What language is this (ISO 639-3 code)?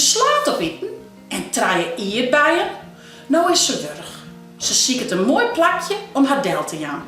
fry